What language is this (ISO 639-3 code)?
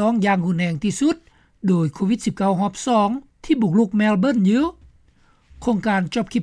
lao